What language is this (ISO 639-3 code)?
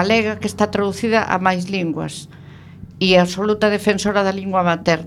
glg